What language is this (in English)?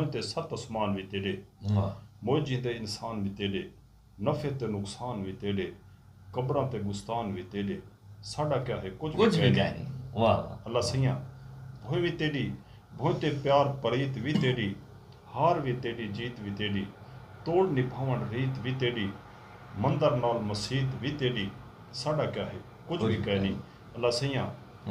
Saraiki